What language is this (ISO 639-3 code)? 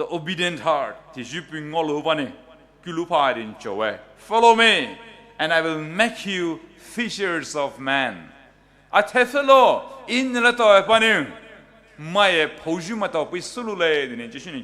pmx